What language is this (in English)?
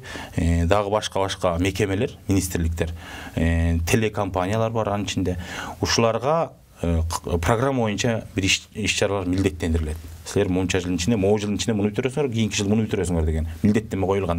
Kyrgyz